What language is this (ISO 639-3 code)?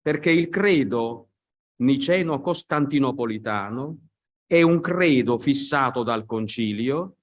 ita